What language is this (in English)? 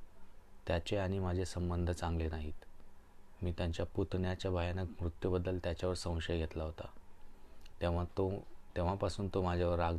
Marathi